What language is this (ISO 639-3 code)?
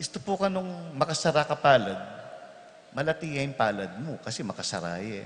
pam